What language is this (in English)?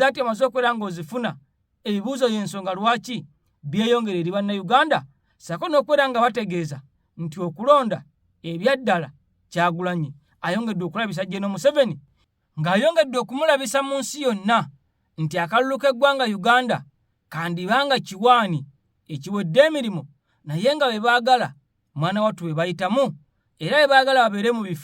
Ganda